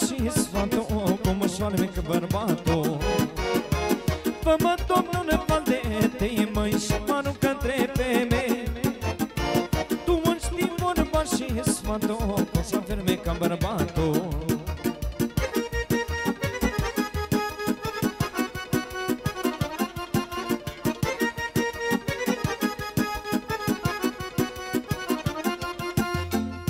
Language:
Romanian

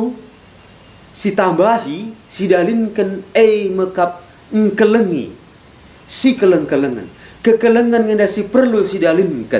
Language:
Batak Karo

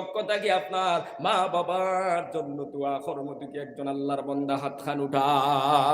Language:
Sylheti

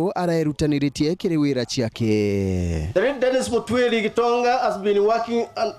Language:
Meru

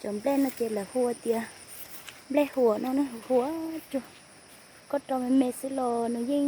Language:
Hmong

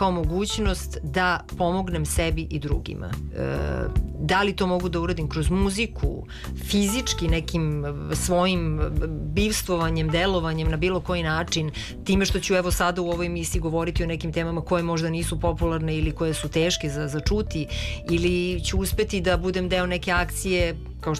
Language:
Serbian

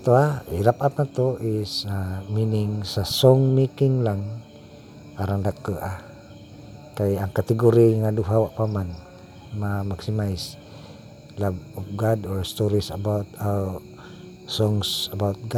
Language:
Cebuano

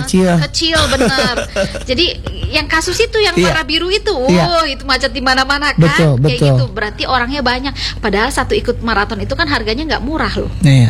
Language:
Indonesian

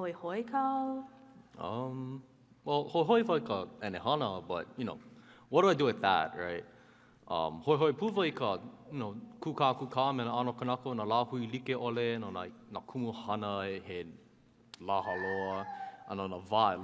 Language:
Hawaiian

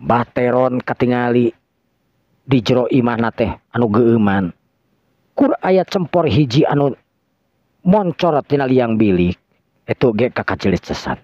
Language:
Sundanese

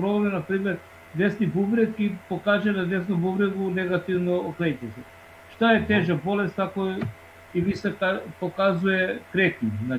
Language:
Serbian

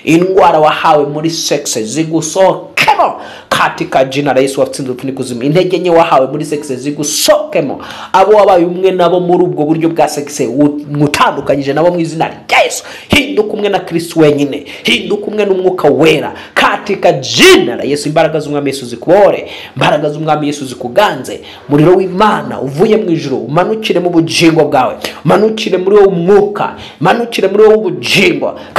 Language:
Kinyarwanda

